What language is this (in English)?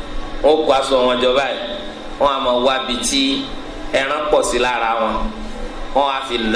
Yoruba